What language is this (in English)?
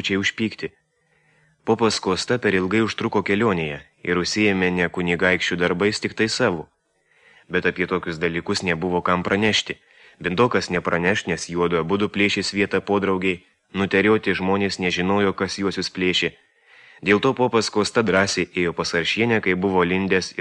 Lithuanian